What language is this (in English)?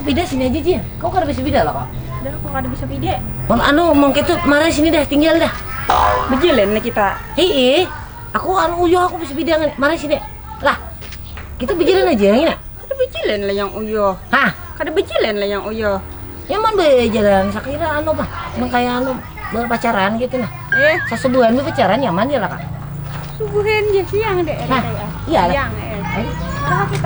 Banjar